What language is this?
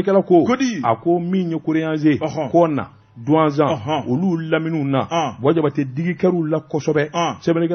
Bambara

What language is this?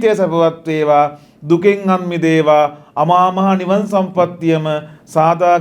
Sinhala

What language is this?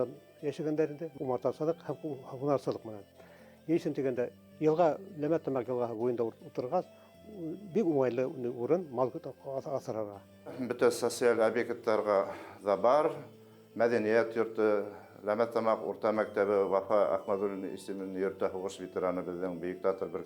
Bashkir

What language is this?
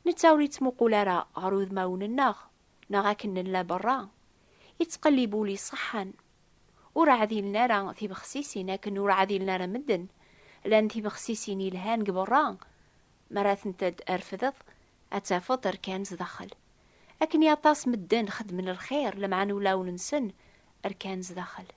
Kabyle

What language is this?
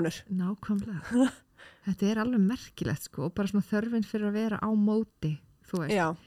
Icelandic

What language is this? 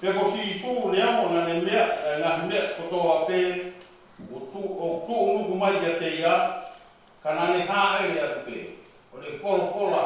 Tongan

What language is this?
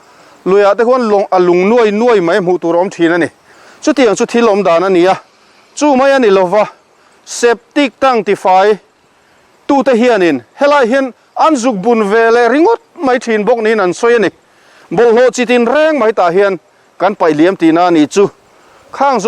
Mizo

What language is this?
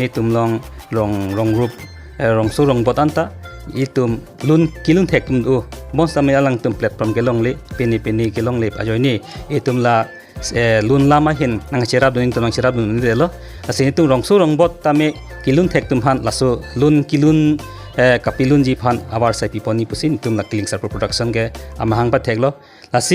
Karbi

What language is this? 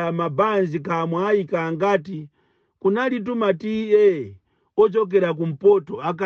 Nyanja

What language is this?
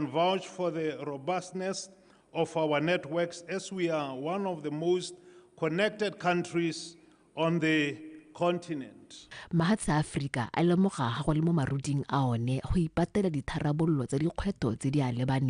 Tswana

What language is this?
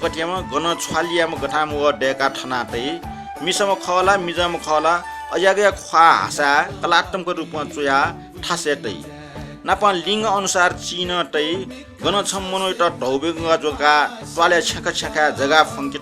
Newari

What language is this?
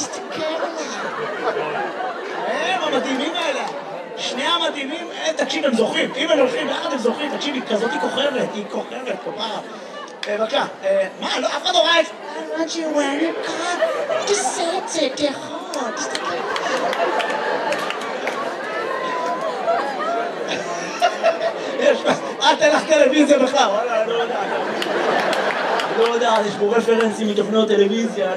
Hebrew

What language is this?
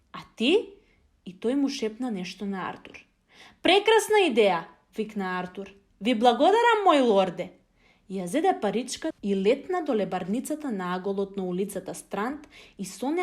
Macedonian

